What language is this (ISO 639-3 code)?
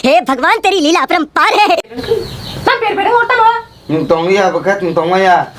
trp